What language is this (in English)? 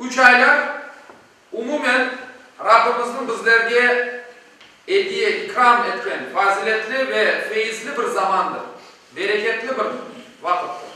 Crimean Tatar